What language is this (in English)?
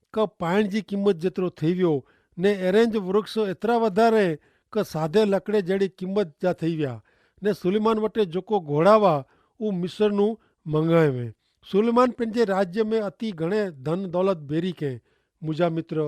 Kachhi